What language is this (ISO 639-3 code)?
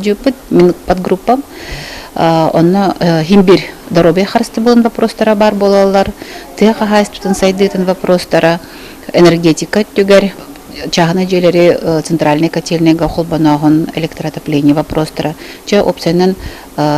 sah